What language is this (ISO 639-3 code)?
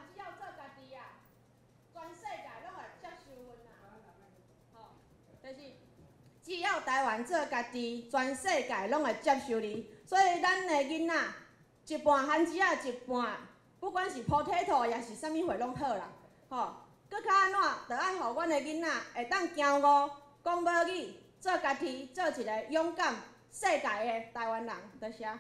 nan